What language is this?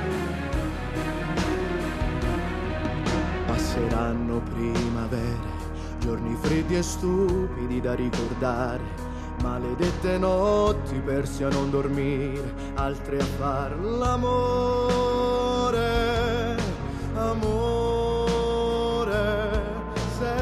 Italian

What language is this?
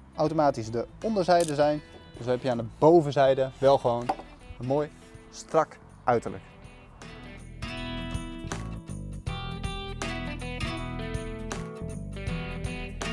Dutch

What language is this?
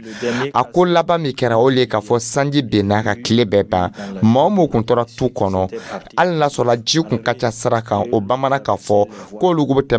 Dyula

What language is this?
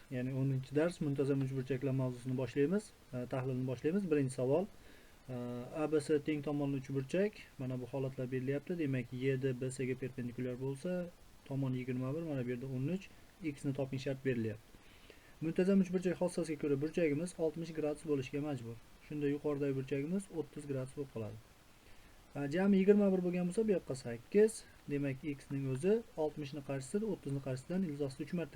Uzbek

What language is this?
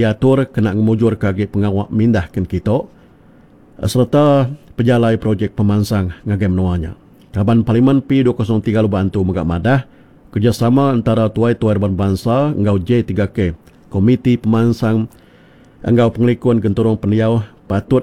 Iban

